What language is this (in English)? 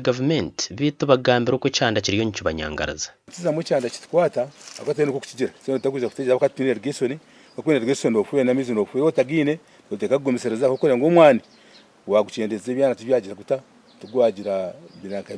Nyankole